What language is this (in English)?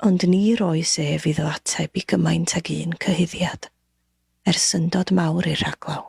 Welsh